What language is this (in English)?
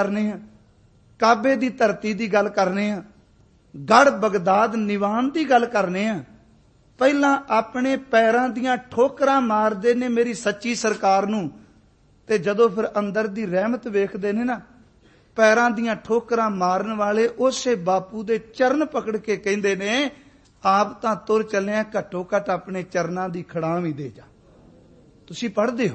Punjabi